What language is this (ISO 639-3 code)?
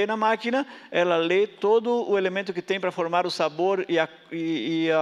por